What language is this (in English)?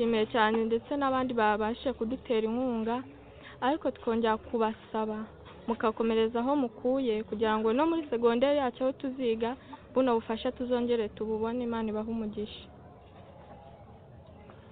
Kinyarwanda